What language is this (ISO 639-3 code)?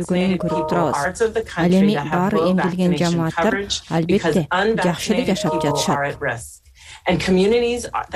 kir